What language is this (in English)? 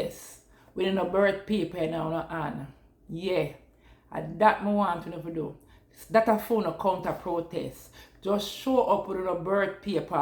Jamaican Creole English